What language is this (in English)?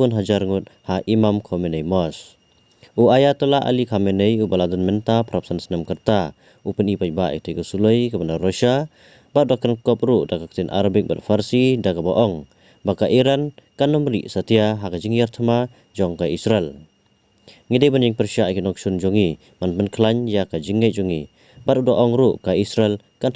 Khasi